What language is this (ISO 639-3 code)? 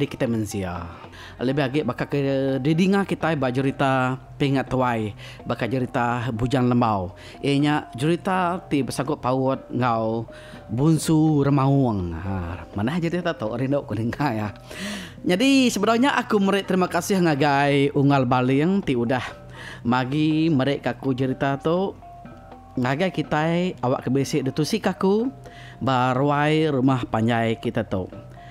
iba